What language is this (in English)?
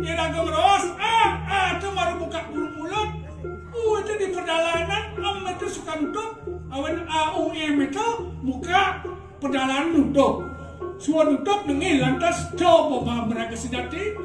Balinese